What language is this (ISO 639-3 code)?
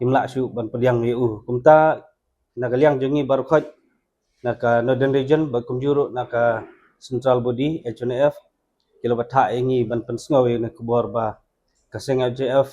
kha